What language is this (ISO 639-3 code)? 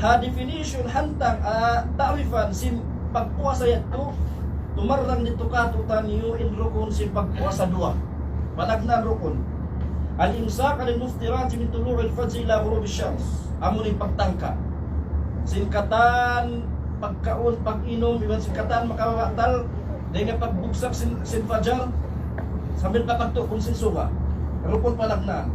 tsg